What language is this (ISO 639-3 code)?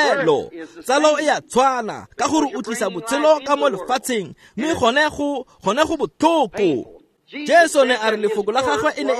tsn